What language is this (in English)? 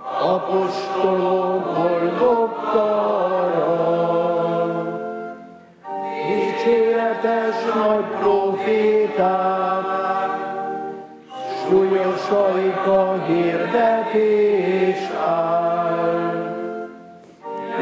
Hungarian